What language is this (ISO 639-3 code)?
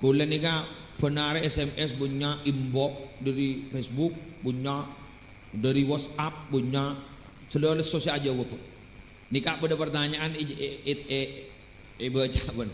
mad